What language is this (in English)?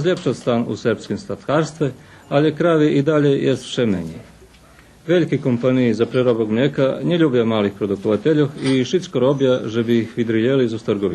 Rusyn